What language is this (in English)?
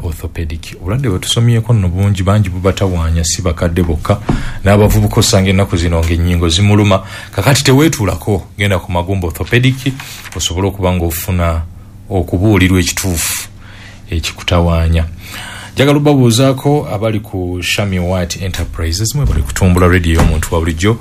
Ganda